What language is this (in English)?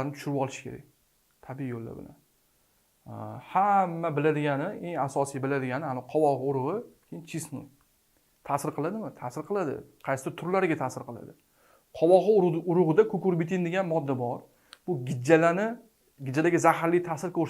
Uzbek